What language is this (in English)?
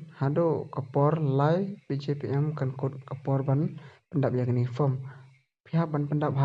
Khasi